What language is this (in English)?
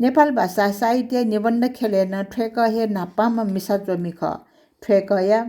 Newari